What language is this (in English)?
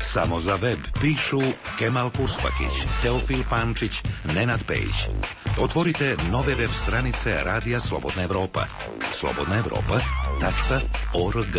Croatian